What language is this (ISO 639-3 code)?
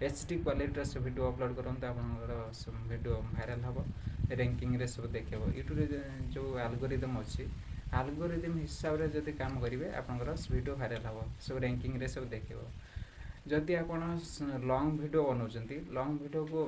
ori